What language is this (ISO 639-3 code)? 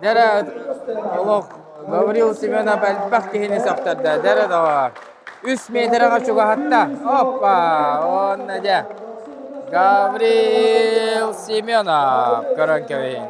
sah